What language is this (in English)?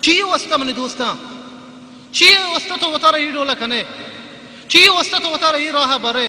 Baluchi